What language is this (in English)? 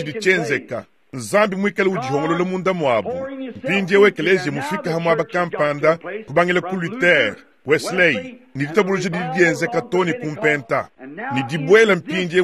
Luba-Lulua